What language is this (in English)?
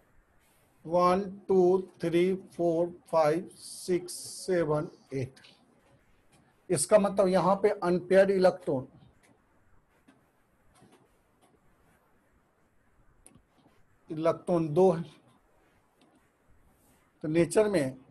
Hindi